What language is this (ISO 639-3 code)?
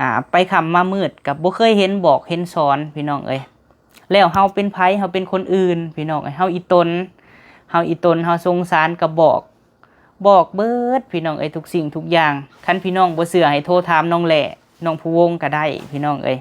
lao